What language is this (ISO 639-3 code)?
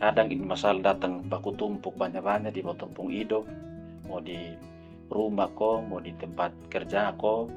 mkn